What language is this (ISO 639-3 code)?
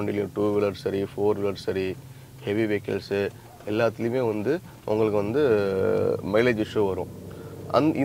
tam